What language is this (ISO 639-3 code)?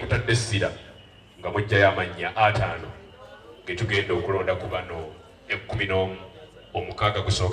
lug